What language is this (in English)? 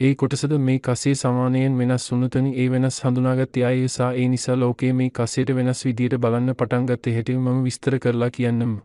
Sinhala